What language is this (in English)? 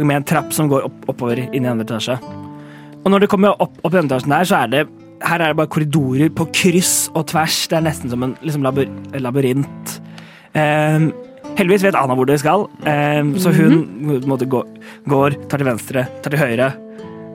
Norwegian